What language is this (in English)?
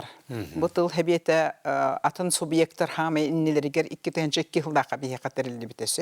Yakut